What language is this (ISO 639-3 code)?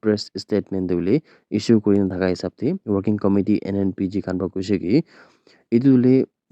nag